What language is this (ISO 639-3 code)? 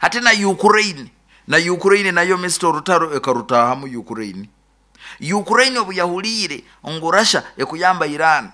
nyn